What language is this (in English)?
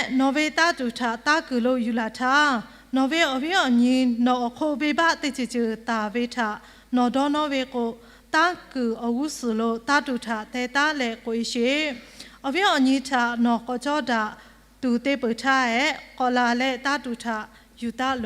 Lahu